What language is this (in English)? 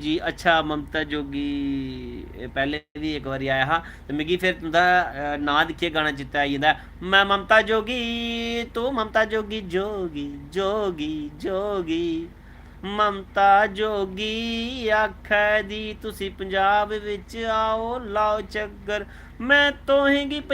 Dogri